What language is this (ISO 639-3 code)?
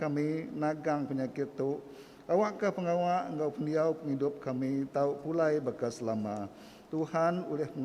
iba